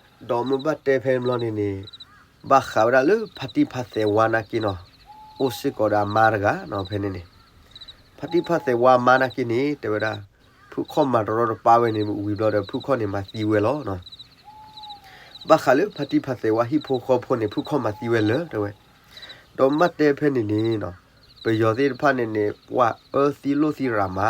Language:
S'gaw Karen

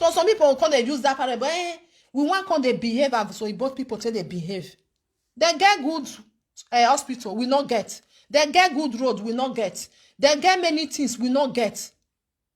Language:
Nigerian Pidgin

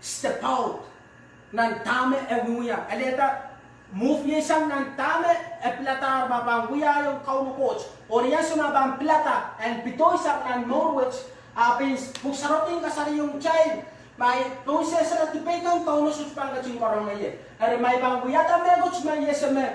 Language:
Pohnpeian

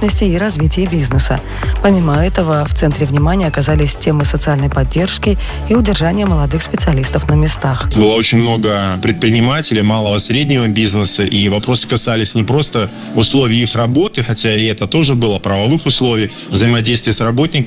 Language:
Russian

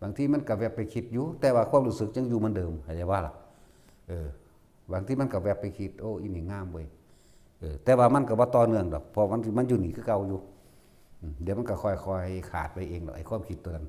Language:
Lao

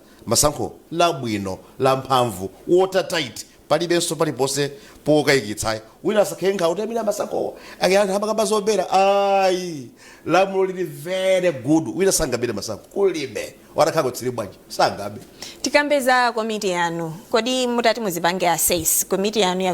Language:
Nyanja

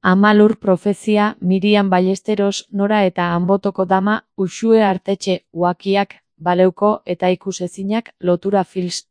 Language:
Basque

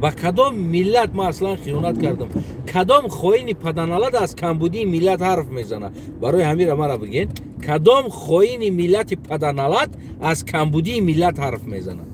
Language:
Tajik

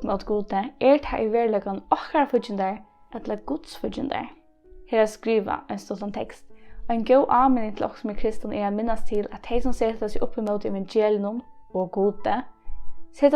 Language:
Faroese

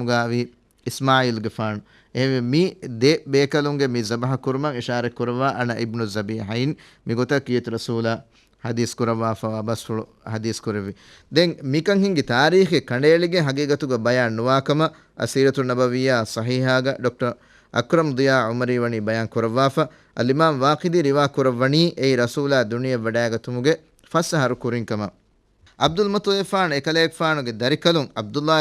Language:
Divehi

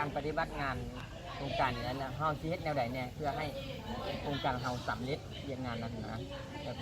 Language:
Lao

